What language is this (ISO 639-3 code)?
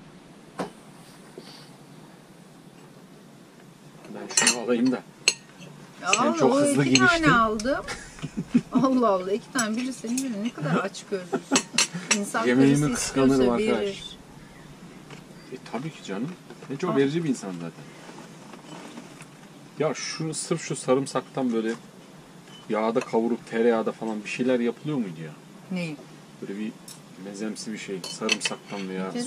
tur